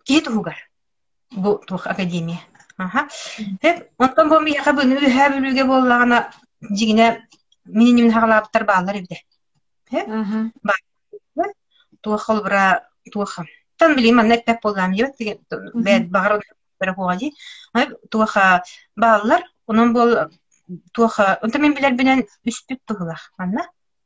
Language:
Yakut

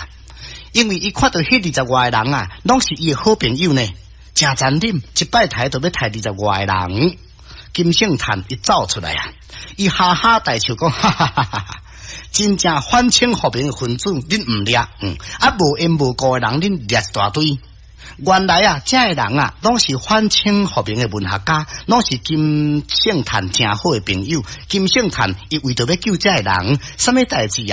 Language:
Min Nan Chinese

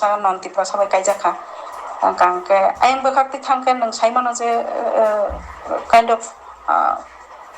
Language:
Kok Borok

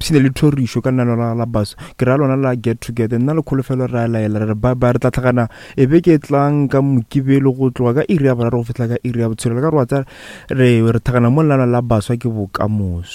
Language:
Northern Sotho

